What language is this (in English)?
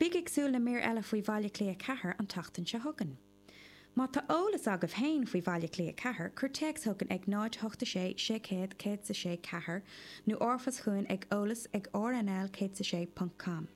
Irish